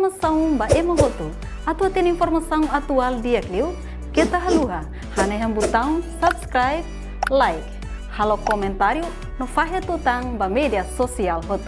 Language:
Tetum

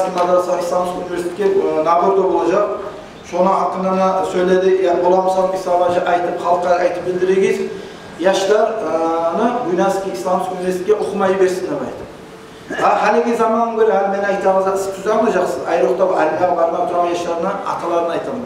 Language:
Kumyk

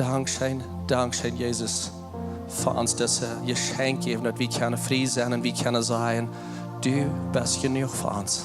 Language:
Plautdietsch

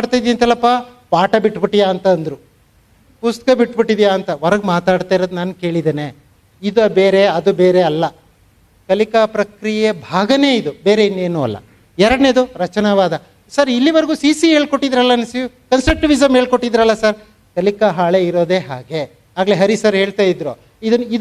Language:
Kannada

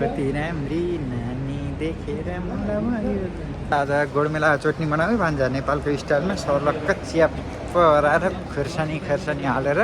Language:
Nepali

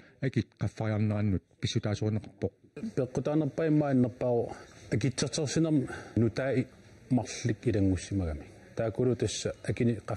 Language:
Kalaallisut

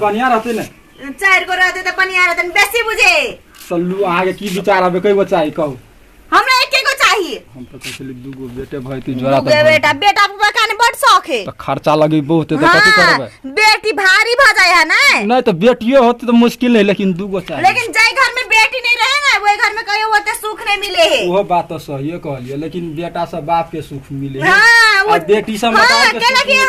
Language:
Maithili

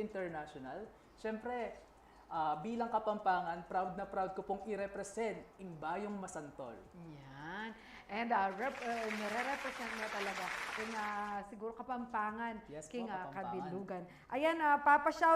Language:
Pampanga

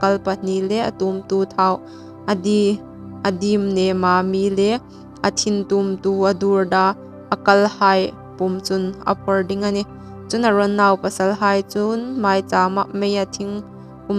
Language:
Hmar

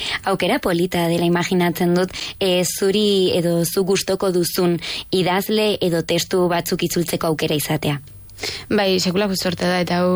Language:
Basque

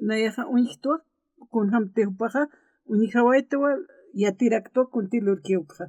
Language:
Aymara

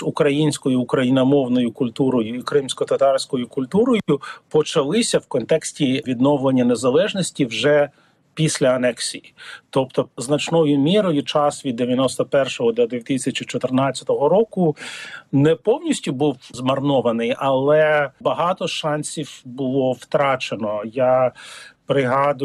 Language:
Ukrainian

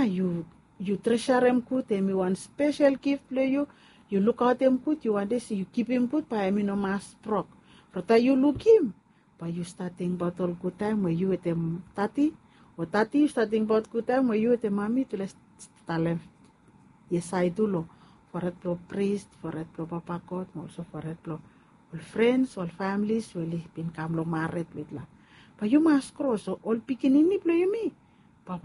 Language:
Bislama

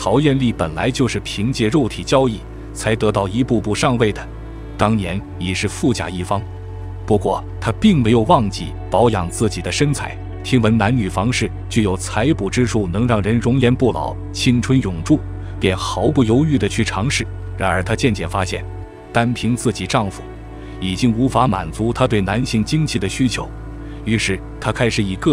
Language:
Chinese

